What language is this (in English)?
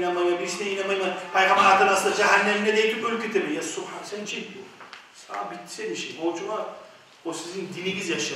Kumyk